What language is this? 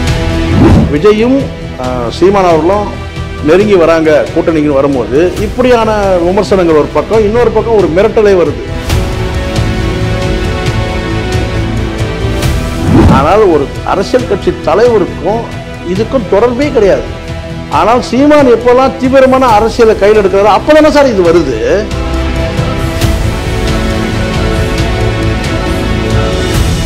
Tamil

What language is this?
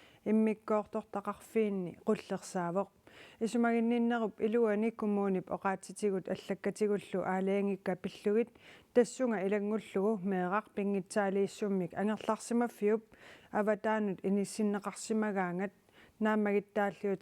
Kalaallisut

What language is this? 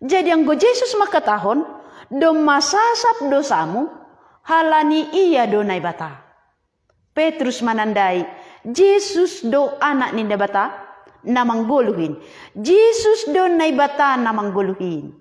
Batak Simalungun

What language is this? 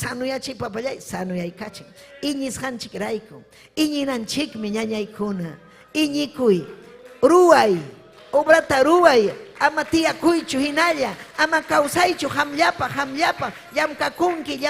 Ayacucho Quechua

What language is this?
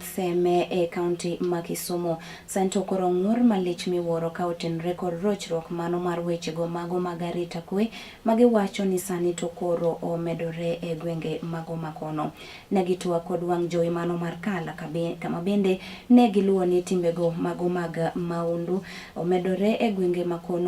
Luo (Kenya and Tanzania)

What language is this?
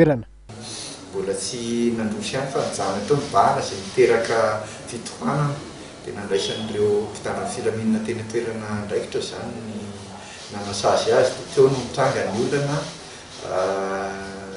Malagasy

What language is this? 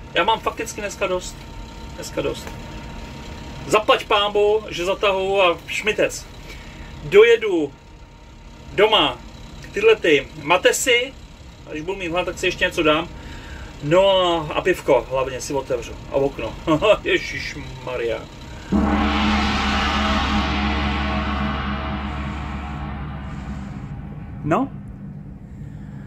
Czech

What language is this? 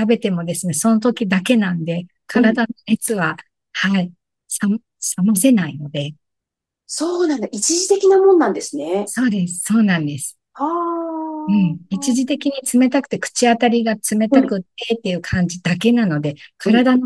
Japanese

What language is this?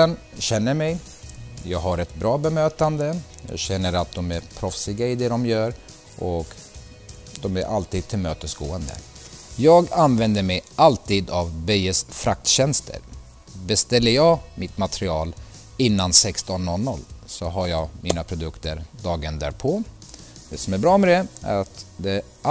Swedish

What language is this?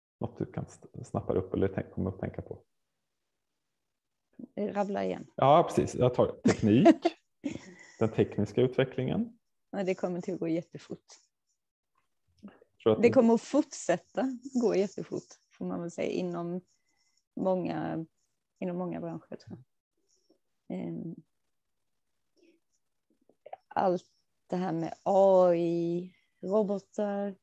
Swedish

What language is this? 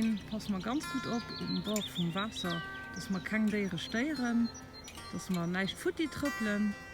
Luxembourgish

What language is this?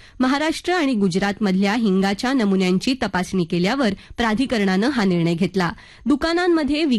Marathi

